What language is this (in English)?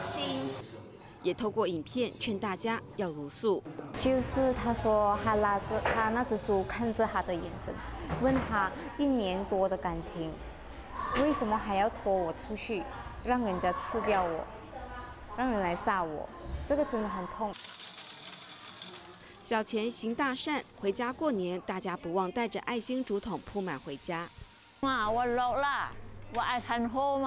Chinese